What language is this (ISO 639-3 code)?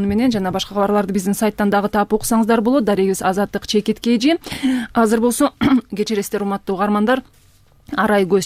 kir